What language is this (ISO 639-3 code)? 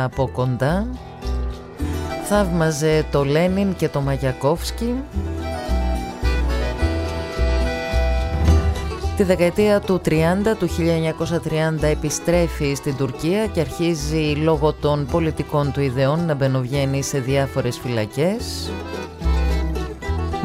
ell